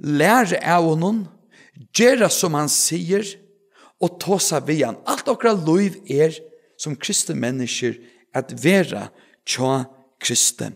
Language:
Faroese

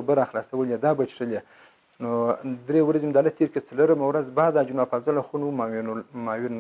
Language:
Pashto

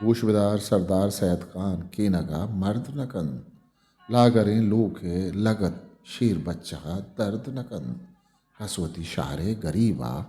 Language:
Eastern Balochi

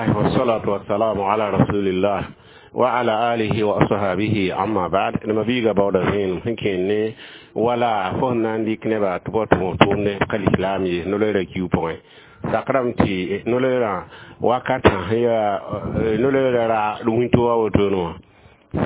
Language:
Mossi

